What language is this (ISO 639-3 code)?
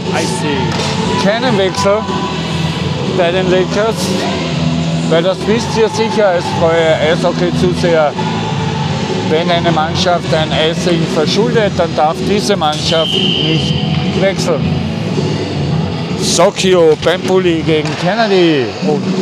deu